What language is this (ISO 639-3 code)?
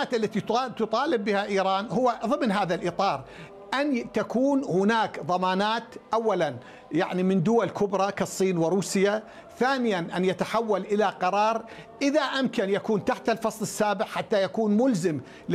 ara